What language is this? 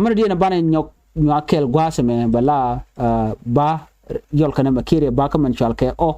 Nuer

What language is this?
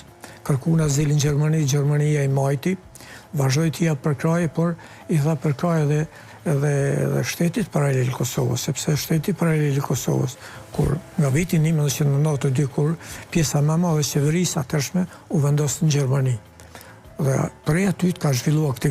Albanian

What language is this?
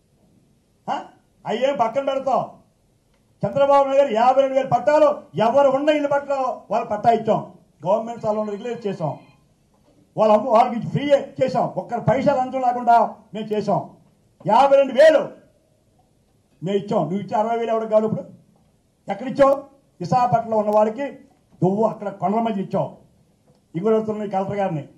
Telugu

